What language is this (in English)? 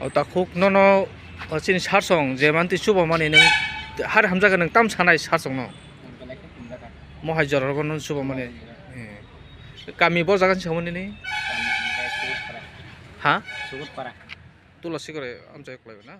Kok Borok